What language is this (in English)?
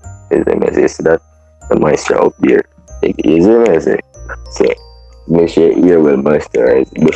Jamaican Creole English